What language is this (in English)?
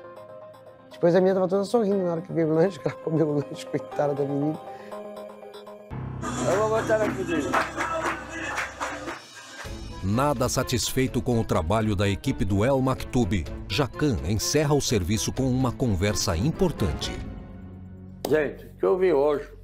Portuguese